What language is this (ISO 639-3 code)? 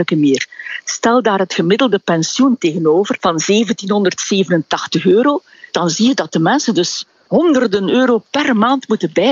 nld